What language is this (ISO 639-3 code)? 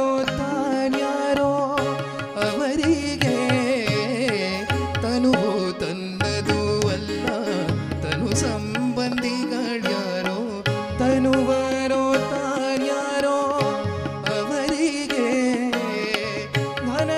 kan